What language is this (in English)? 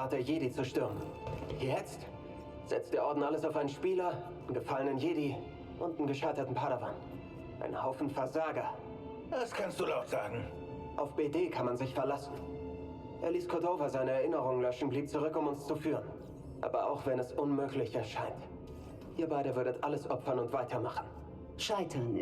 Bavarian